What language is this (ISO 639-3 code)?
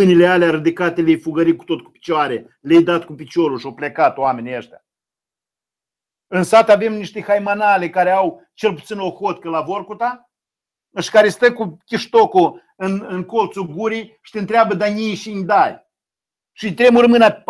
ron